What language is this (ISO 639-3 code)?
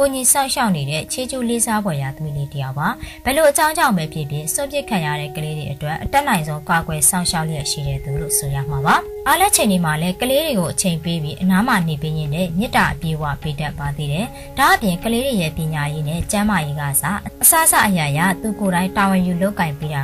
mya